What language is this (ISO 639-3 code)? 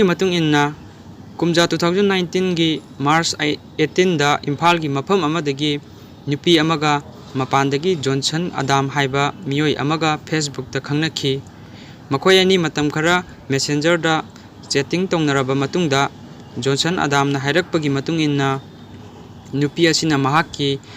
mni